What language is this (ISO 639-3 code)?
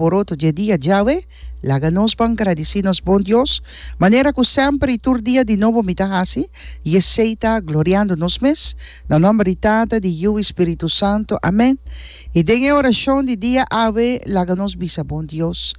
pap